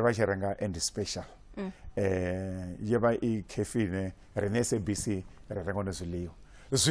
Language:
Venda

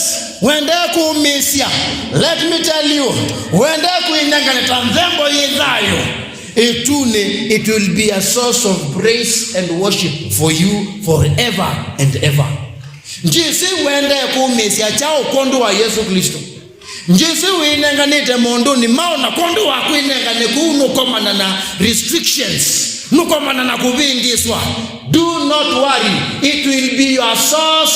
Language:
Kamba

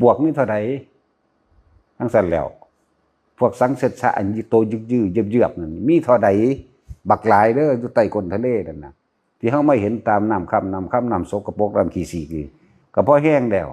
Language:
Northeastern Thai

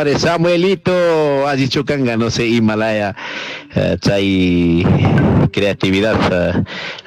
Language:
Chimborazo Highland Quichua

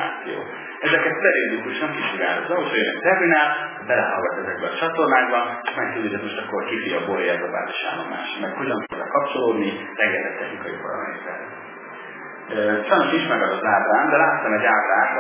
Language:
Hungarian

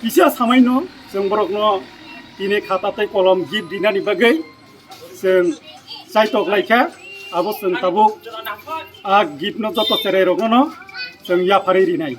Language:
Kok Borok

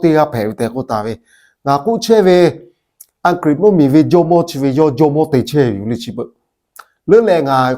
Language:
Lahu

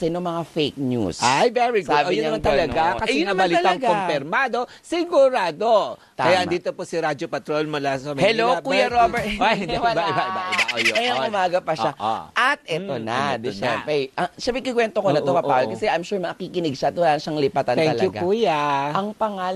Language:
Filipino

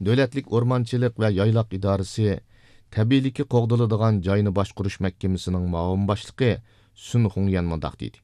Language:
Uyghur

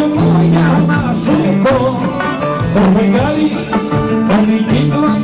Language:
Greek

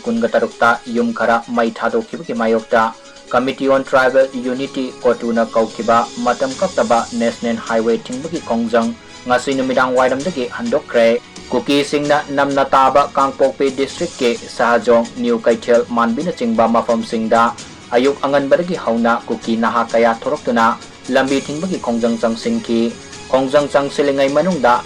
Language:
Manipuri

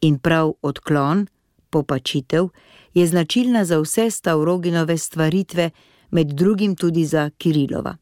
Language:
Slovenian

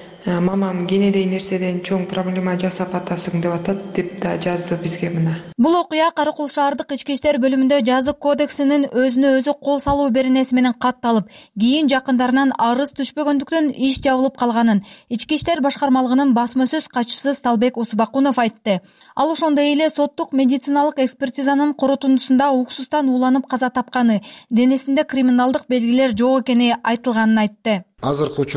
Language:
Kyrgyz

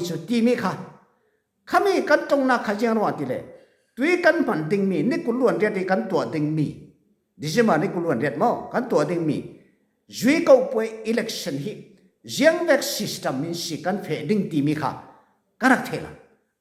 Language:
Falam Chin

